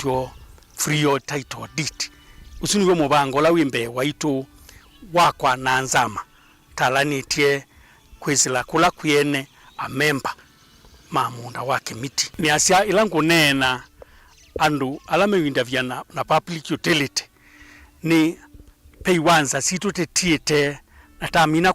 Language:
Kamba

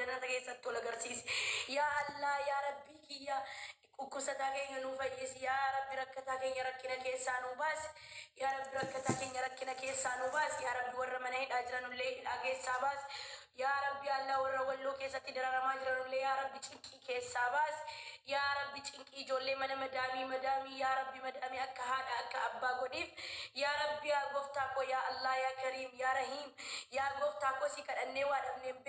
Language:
Oromo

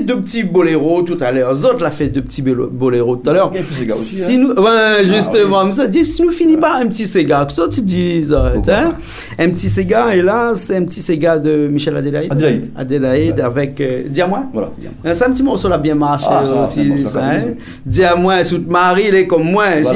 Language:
Réunion Creole French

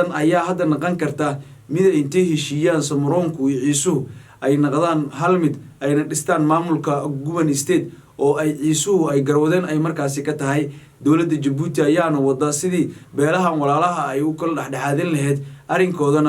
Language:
Somali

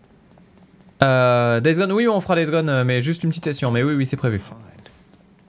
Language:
French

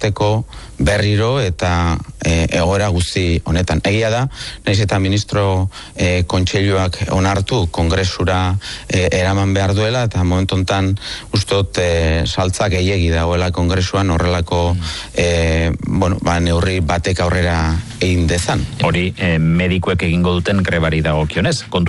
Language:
Basque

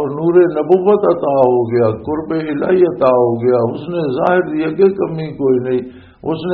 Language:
Western Panjabi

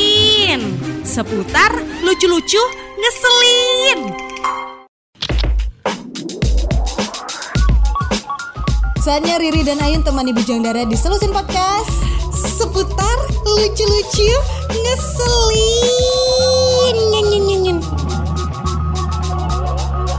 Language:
Indonesian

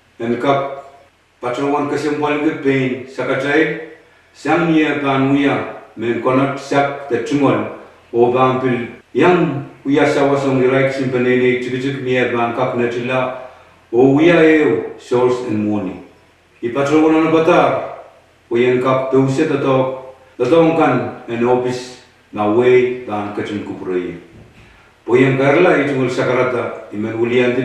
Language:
Pohnpeian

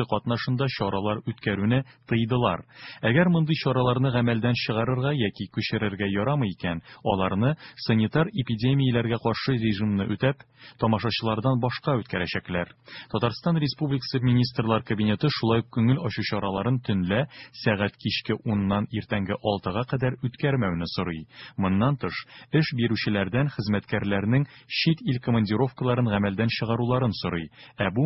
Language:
Tatar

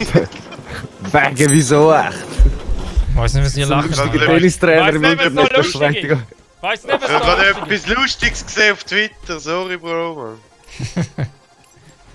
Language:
Swiss German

